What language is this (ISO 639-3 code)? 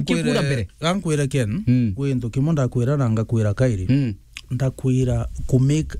mer